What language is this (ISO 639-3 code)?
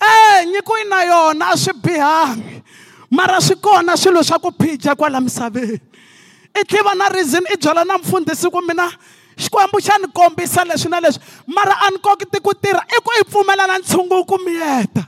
tso